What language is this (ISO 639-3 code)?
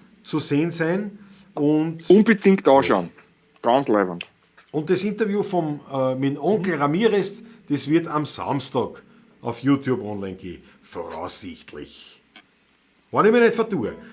bar